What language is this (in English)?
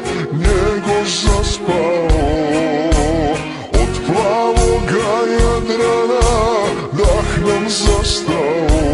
Serbian